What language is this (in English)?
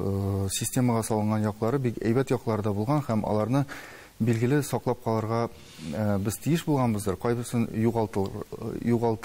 Tatar